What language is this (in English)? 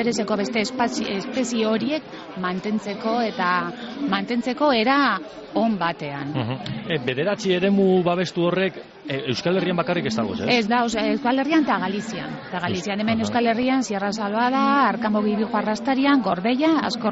Basque